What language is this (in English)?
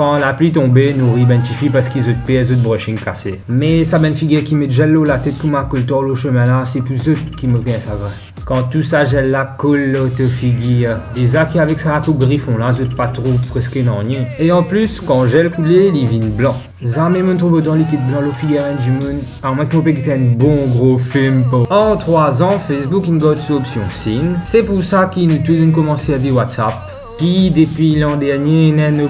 Morisyen